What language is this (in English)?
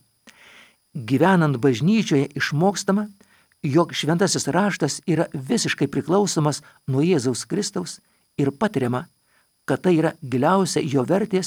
Lithuanian